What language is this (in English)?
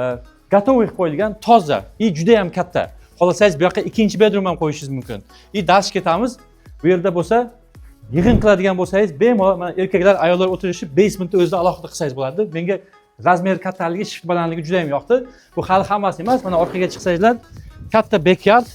Uzbek